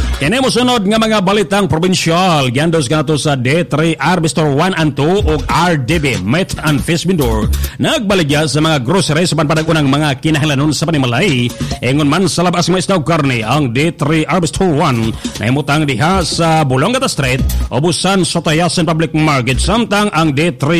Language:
Cebuano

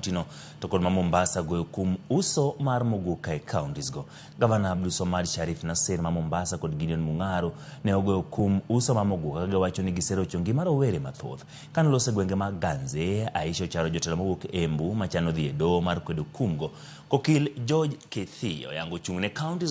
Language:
Luo (Kenya and Tanzania)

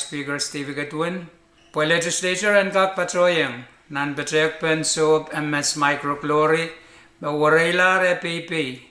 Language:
Pohnpeian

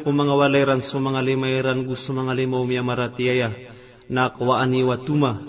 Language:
Maranao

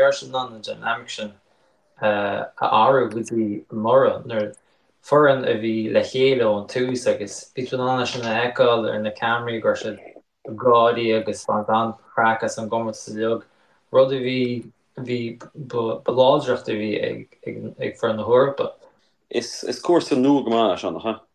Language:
Irish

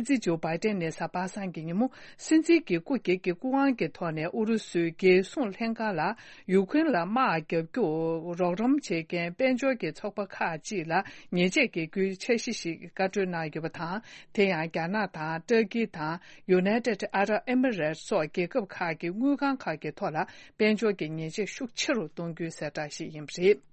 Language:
Tibetan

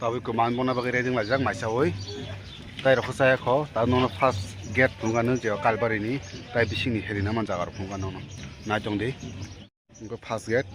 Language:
Kok Borok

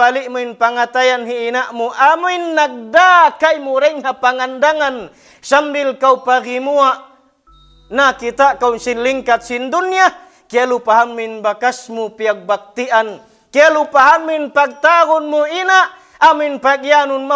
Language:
Tausug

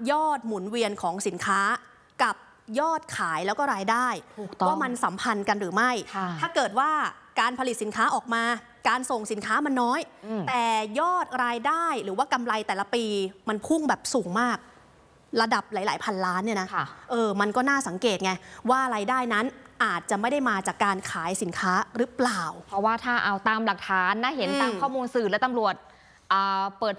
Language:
Thai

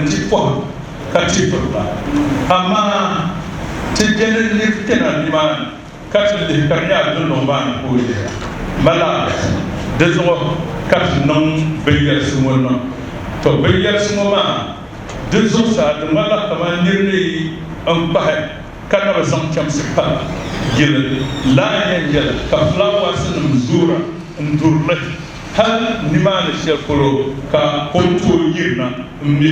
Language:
Dagbani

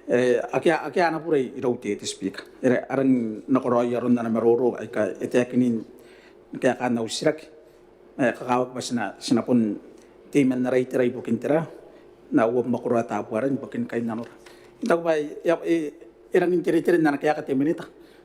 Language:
Gilbertese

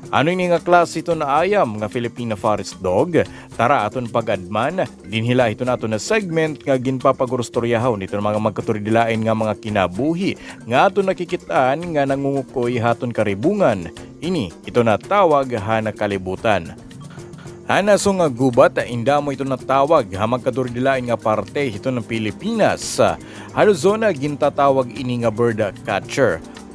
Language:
Waray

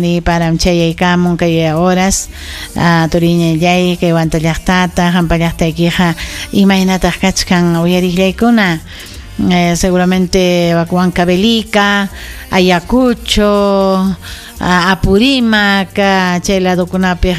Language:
Ayacucho Quechua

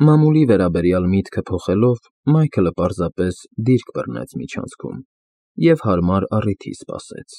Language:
Armenian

